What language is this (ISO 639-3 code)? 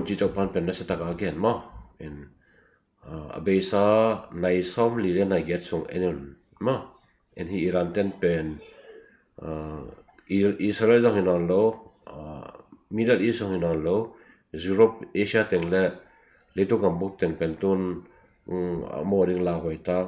ctd